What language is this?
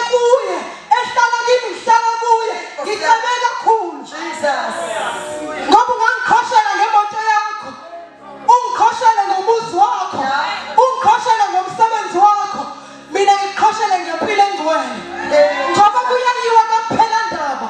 Zulu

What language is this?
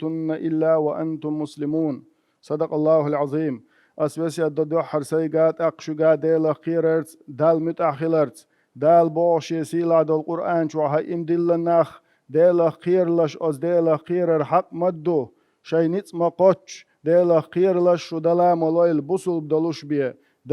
Chechen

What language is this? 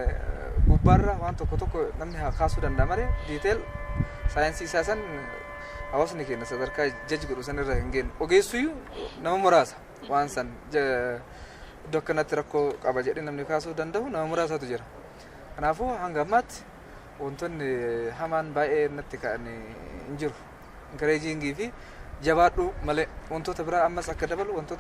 Oromo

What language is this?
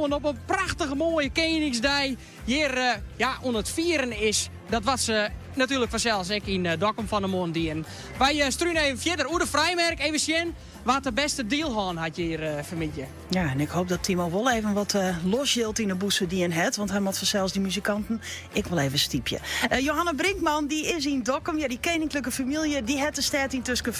Western Frisian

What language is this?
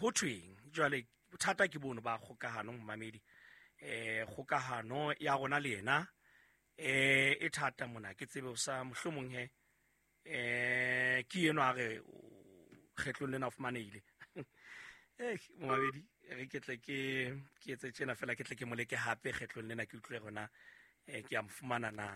Southern Sotho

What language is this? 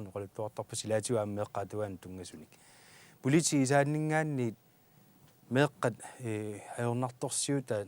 Kalaallisut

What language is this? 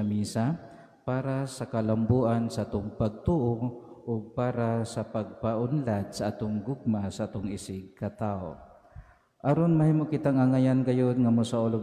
Cebuano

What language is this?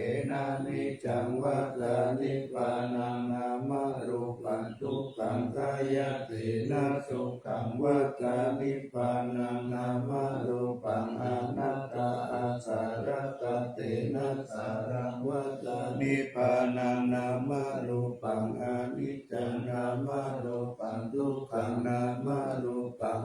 Pali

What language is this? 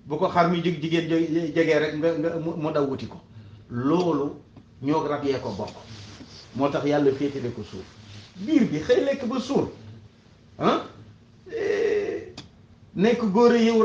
Wolof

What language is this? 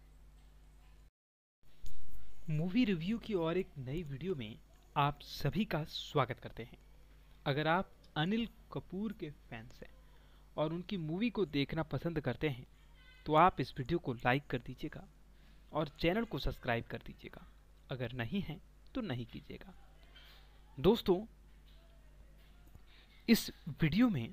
Hindi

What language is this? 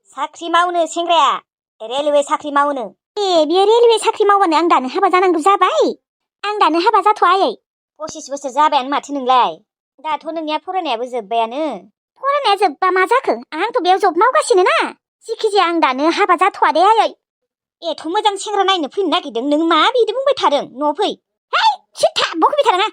Bodo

